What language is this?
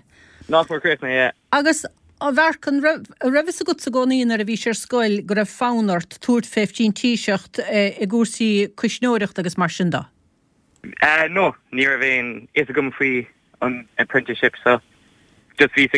Irish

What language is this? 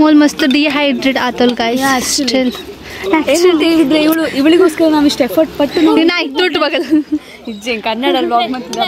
Tulu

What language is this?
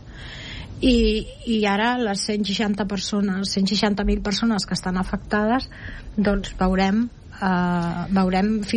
Catalan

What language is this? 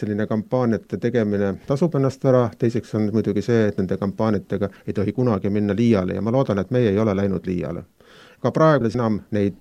Estonian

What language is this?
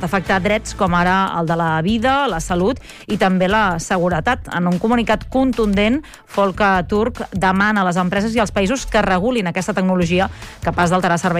Catalan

